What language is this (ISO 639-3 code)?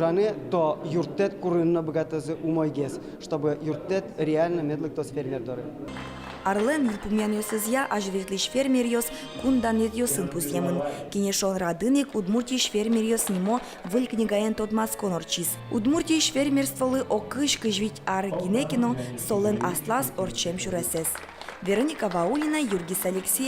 udm